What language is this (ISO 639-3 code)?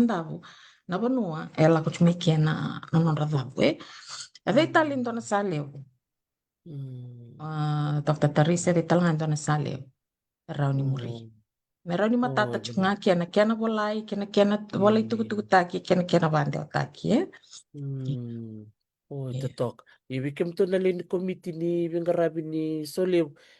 fij